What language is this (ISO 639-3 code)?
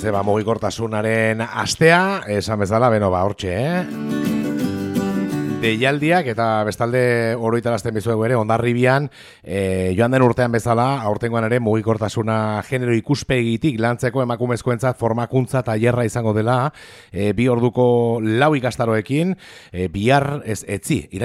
eus